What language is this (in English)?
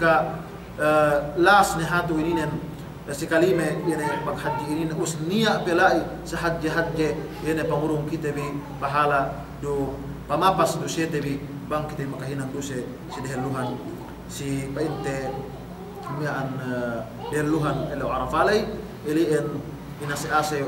Yakan